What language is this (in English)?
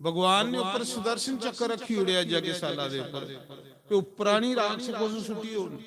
Dogri